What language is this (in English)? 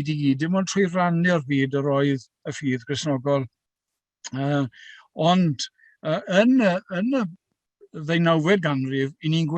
Welsh